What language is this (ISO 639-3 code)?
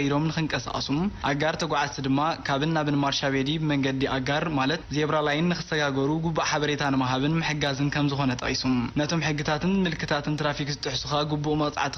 tir